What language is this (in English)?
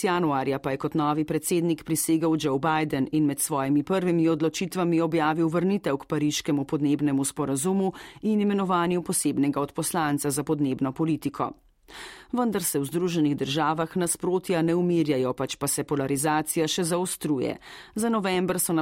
Slovenian